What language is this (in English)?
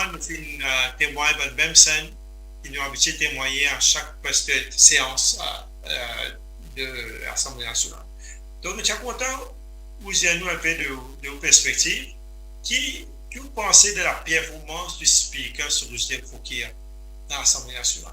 Morisyen